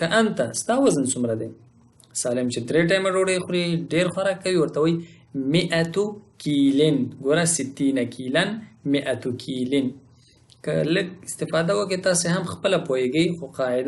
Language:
Pashto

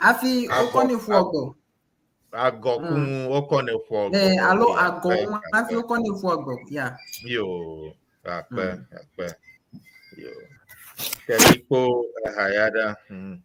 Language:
Ewe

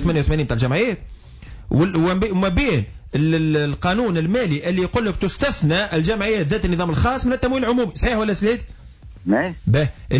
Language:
Tunisian Arabic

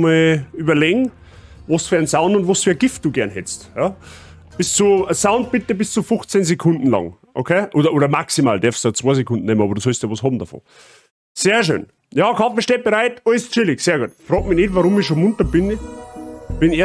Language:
Bavarian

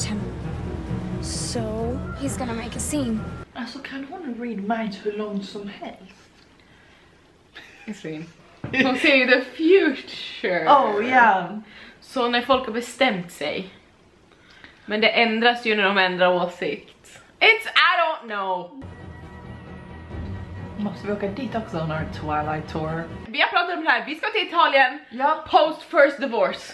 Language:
Swedish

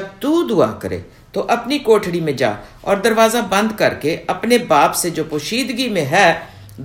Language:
Urdu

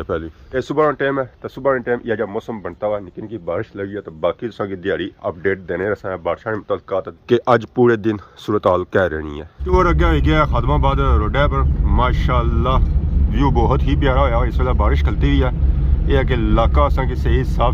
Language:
Pahari-Potwari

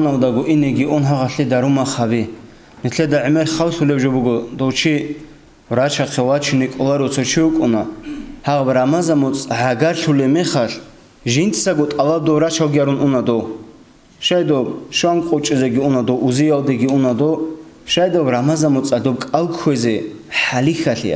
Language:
Avaric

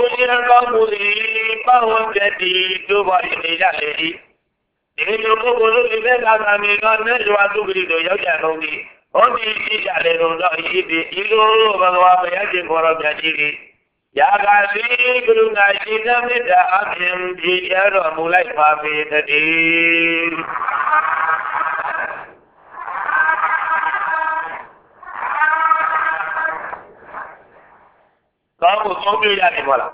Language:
Burmese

